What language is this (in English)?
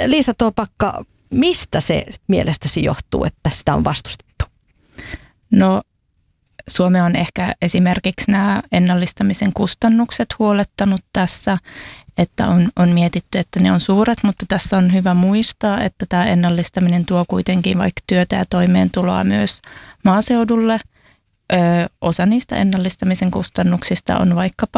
Finnish